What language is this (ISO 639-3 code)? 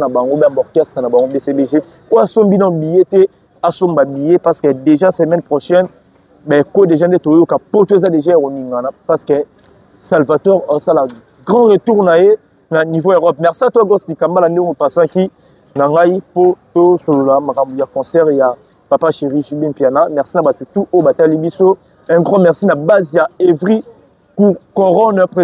lin